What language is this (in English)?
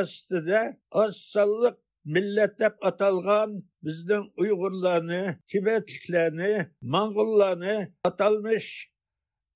Uyghur